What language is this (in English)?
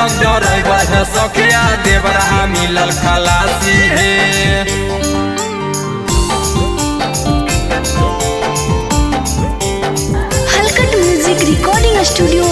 Bhojpuri